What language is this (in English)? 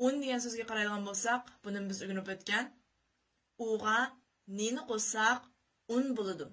Uyghur